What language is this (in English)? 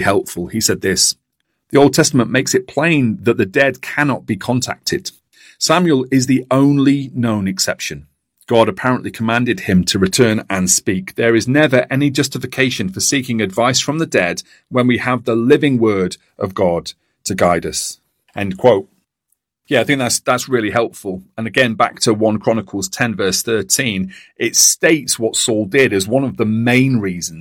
English